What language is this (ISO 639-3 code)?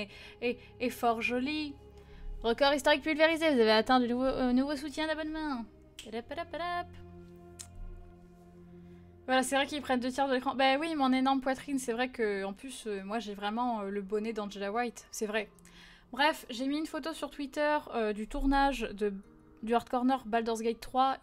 fra